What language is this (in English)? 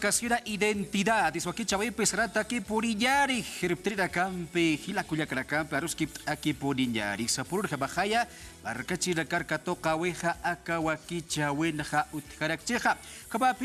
Aymara